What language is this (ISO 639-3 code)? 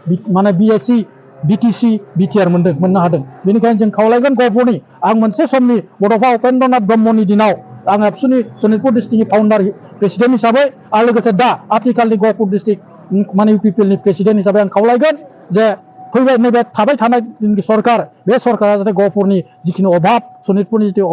brx